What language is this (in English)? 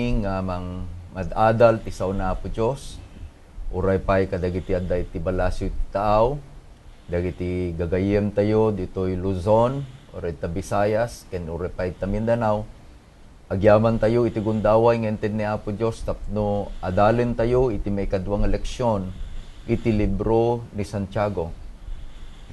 Iloko